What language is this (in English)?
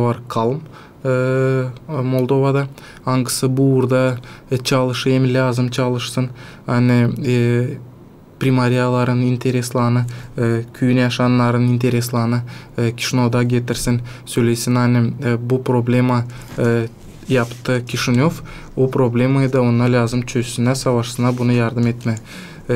Gagauz